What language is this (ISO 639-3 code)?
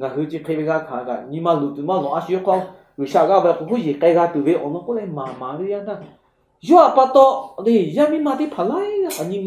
lhu